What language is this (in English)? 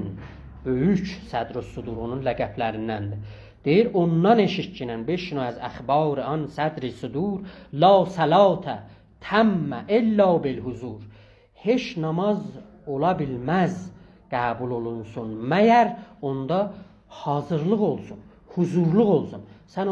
South Azerbaijani